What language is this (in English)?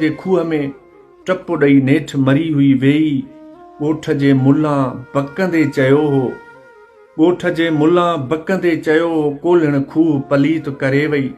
Sindhi